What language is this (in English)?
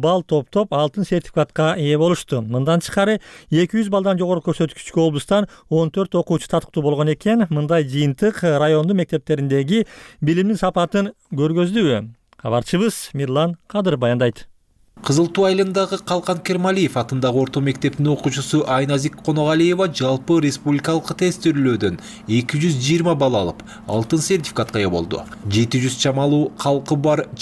Kyrgyz